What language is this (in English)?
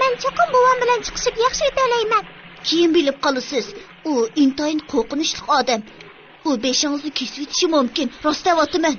Uyghur